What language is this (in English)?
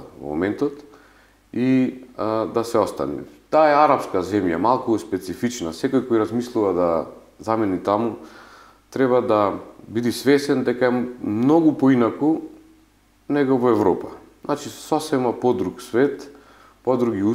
Macedonian